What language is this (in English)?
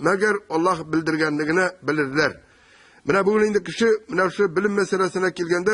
Tatar